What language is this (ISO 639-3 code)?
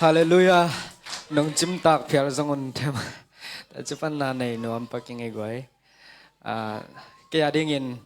ctd